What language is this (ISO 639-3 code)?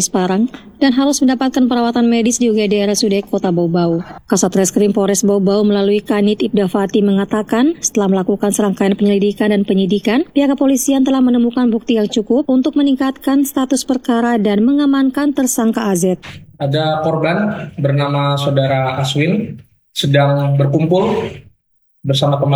ind